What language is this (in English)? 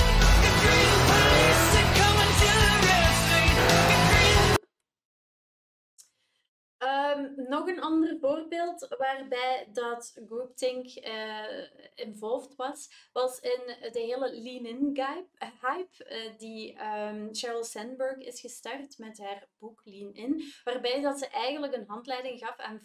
Dutch